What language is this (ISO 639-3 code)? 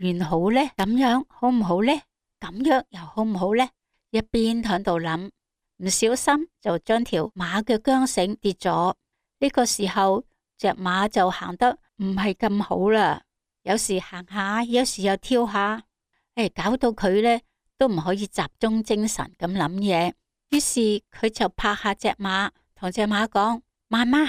yue